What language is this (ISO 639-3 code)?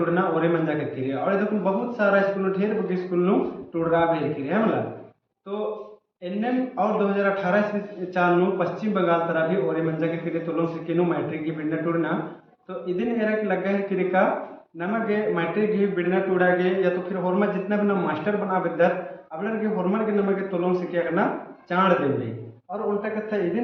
kru